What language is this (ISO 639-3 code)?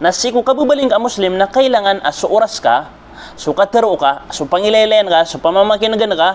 mrw